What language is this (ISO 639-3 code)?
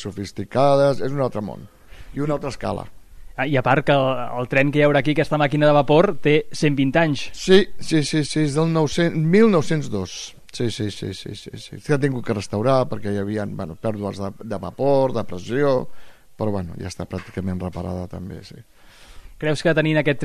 cat